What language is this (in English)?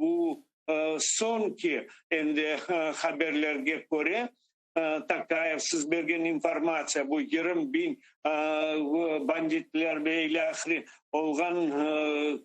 Crimean Tatar